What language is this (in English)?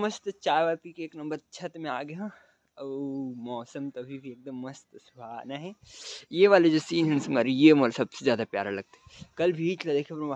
Chhattisgarhi